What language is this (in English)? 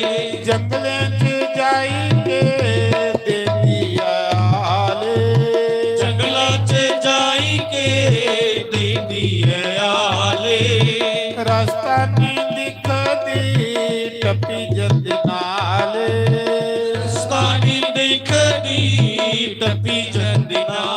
Dogri